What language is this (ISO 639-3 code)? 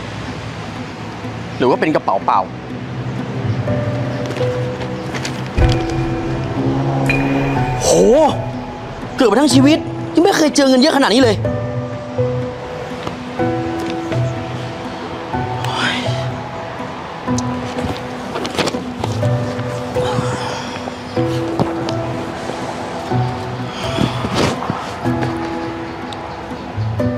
tha